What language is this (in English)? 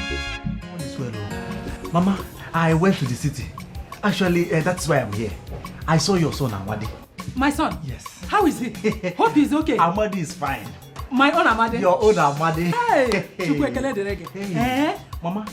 Nigerian Pidgin